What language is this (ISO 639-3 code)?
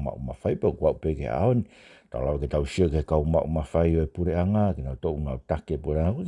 ton